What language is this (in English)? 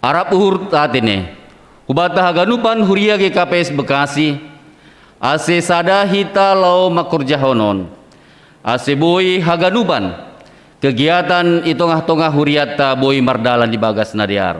Batak Simalungun